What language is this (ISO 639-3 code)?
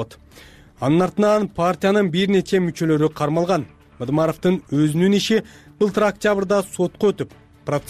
kir